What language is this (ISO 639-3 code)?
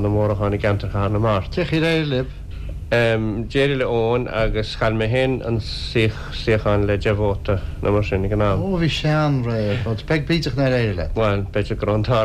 gle